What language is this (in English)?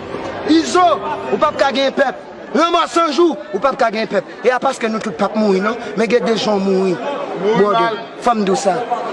Haitian Creole